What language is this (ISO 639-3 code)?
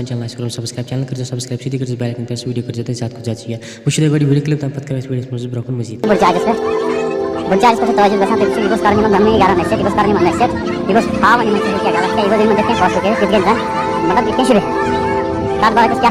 kas